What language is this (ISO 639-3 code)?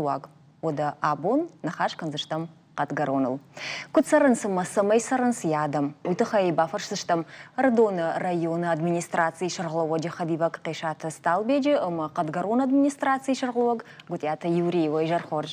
oss